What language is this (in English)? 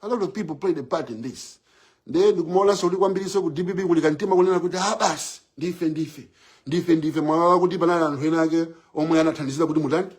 Nyanja